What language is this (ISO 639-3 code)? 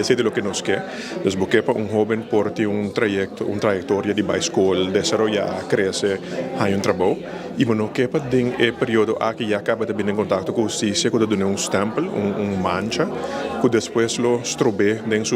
pap